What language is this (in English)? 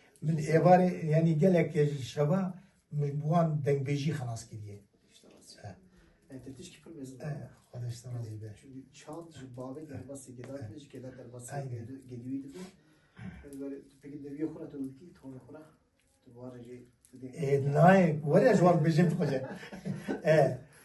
Kurdish